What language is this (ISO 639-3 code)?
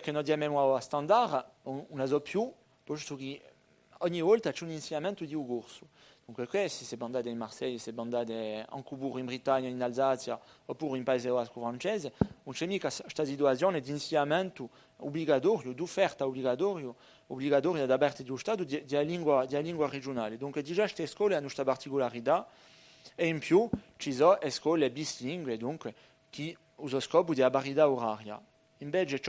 cos